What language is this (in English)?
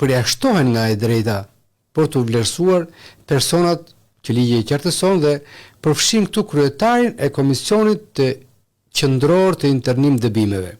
Albanian